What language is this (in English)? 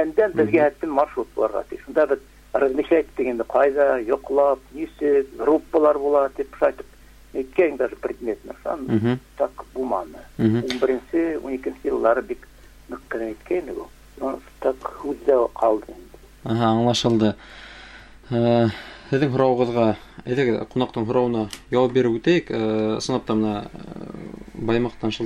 Bashkir